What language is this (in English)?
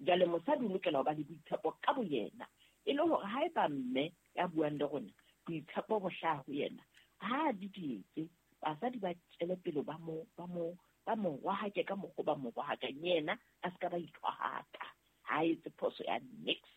Southern Sotho